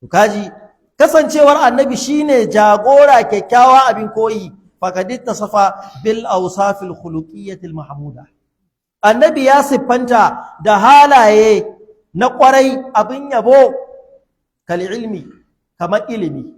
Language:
Hausa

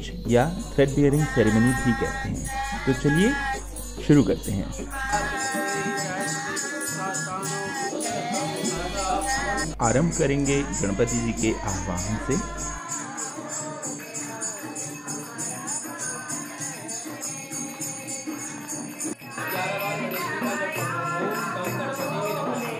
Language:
Hindi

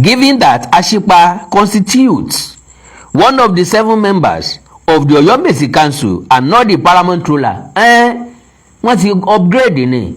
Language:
Yoruba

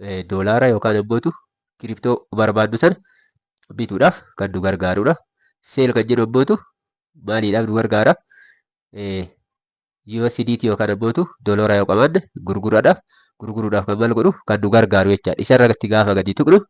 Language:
Oromo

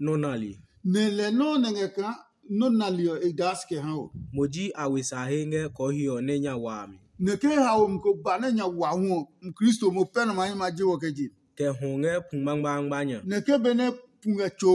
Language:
Adangme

